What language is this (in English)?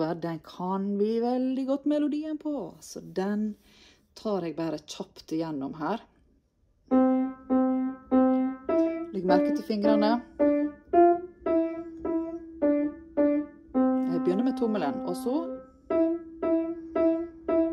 Norwegian